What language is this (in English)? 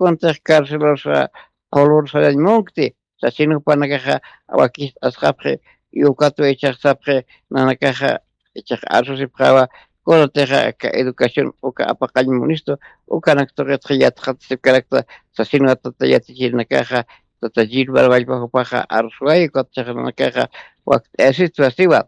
Aymara